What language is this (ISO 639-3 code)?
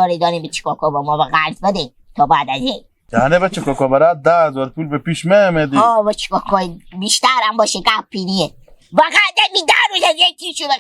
haz